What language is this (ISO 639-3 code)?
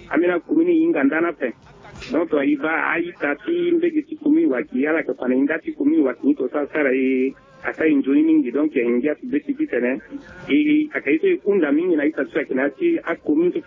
sag